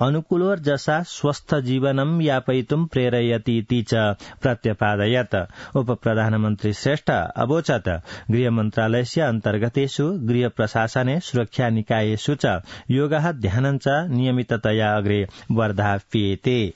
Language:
Sanskrit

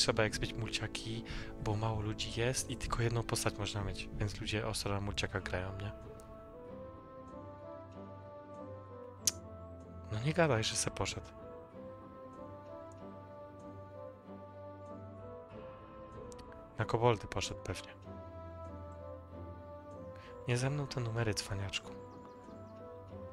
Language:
Polish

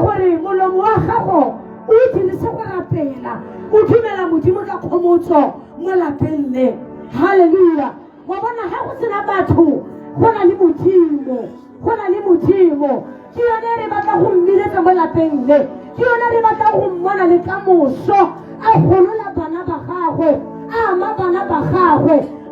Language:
Tswana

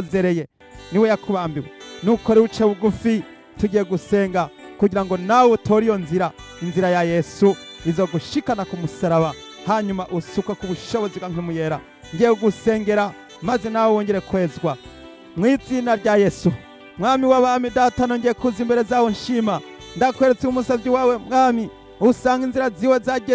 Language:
Rundi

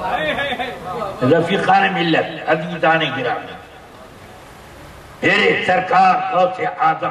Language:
Urdu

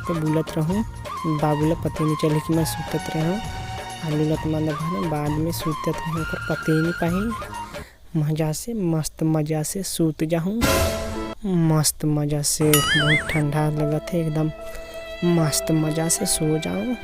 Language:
Chhattisgarhi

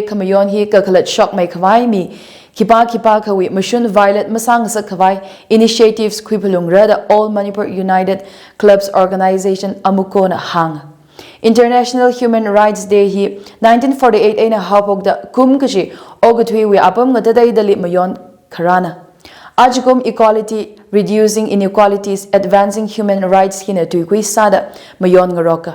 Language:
Tangkhul Naga (India)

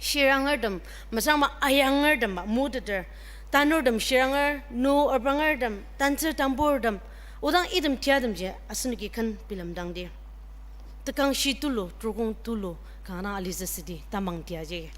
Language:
Ao Naga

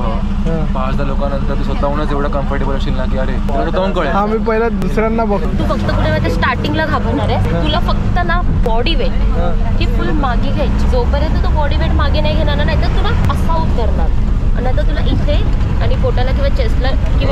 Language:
Marathi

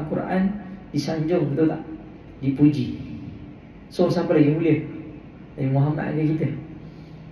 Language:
Malay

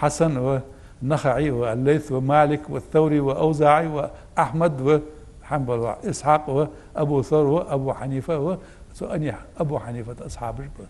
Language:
Ingush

